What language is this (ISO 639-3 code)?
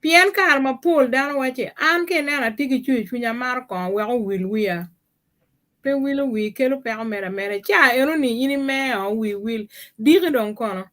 ach